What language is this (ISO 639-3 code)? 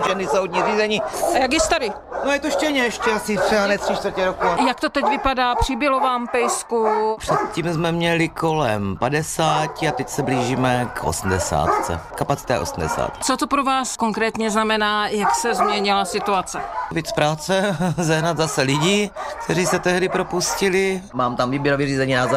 ces